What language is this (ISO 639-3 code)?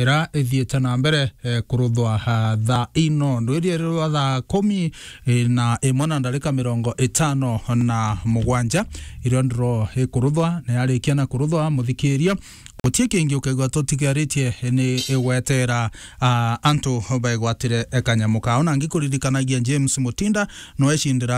mer